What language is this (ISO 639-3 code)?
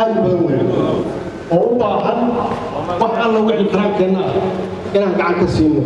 som